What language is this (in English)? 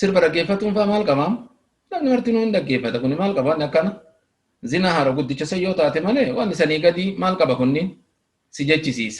Oromo